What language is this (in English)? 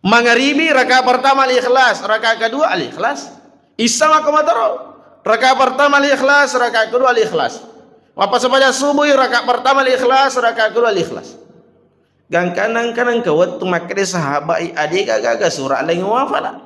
Buginese